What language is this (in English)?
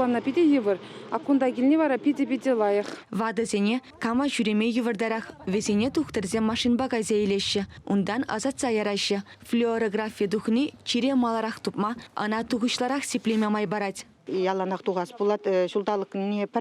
Chuvash